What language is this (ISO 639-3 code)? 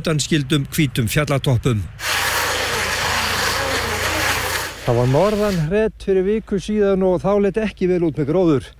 isl